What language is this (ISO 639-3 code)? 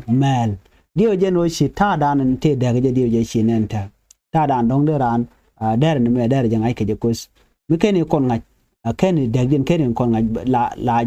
nus